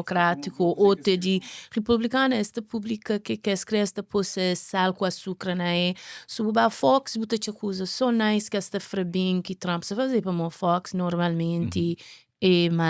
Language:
Kabuverdianu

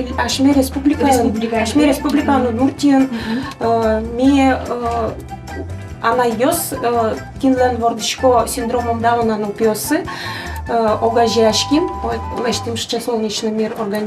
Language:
Udmurt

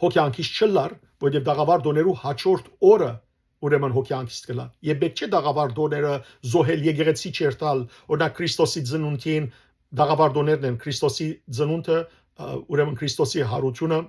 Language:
Western Armenian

